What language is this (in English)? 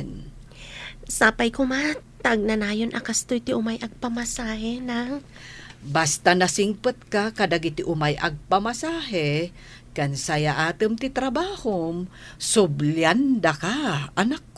Iloko